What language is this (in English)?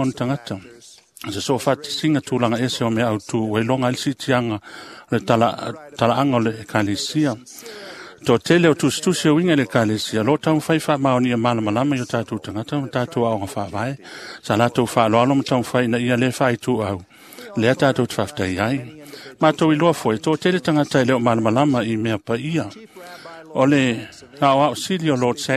Samoan